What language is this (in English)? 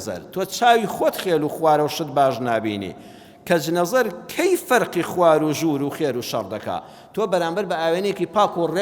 Central Kurdish